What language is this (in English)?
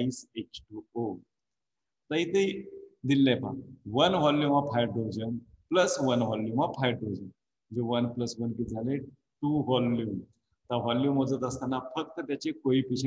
Marathi